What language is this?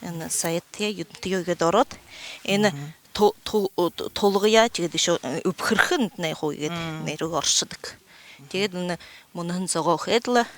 Buriat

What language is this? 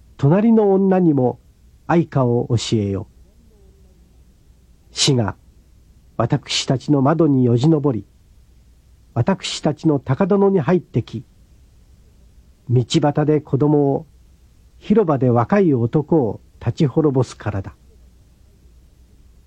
Japanese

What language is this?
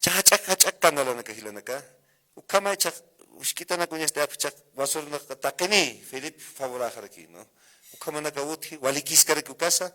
Aymara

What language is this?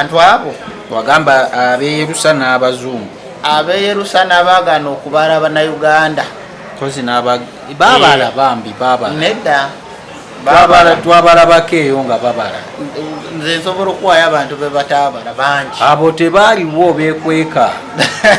Ganda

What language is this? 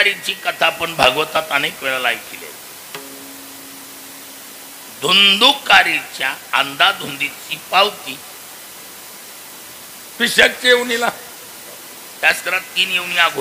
Marathi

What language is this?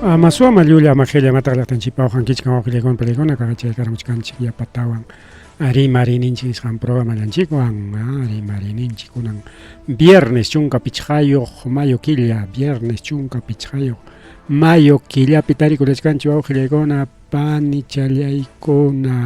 Ayacucho Quechua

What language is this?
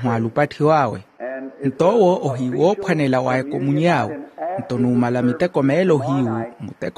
Makhuwa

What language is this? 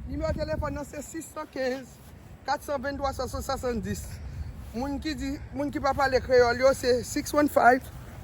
Haitian Creole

